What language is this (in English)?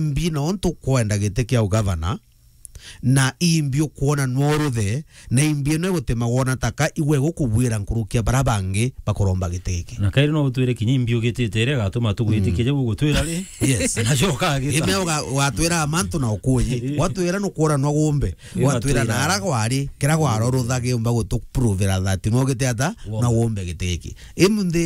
Meru